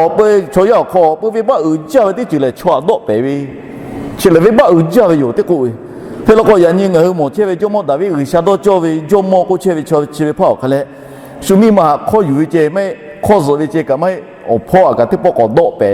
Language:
Lahu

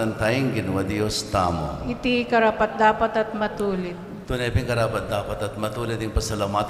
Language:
Pampanga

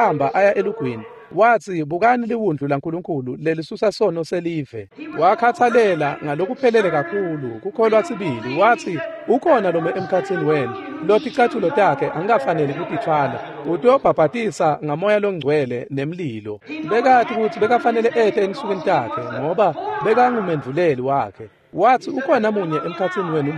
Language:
Swati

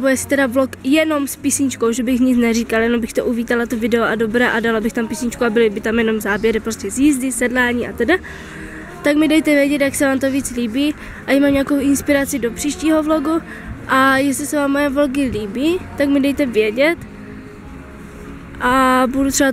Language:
Czech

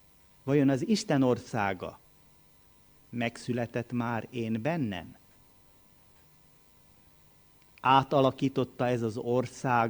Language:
Hungarian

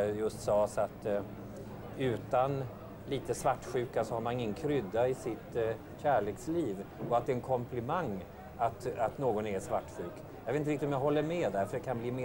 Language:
Swedish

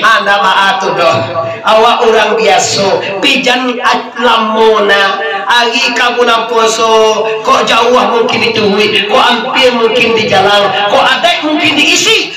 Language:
Minangkabau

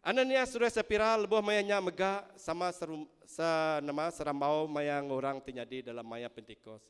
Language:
Iban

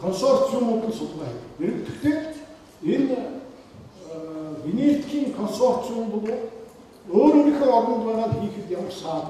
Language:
Mongolian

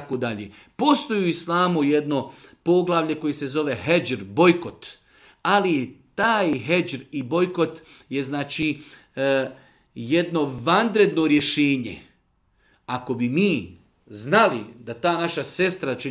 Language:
Bosnian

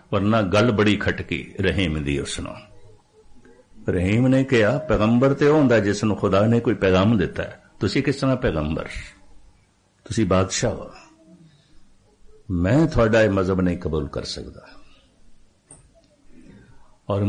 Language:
Punjabi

